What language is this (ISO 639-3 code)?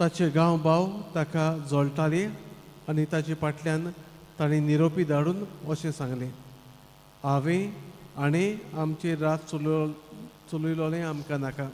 kok